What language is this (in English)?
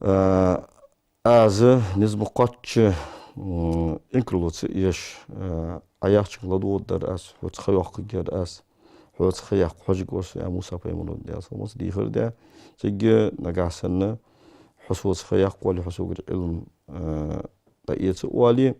Ingush